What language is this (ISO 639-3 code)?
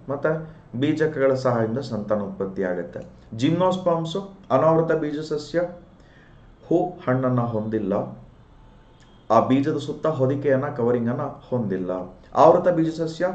kan